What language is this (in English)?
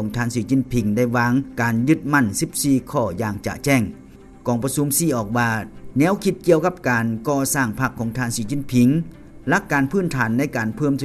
Lao